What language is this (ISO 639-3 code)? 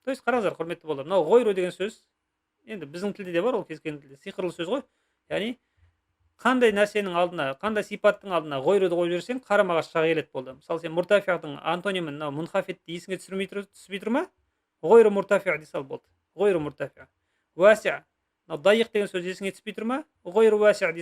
kaz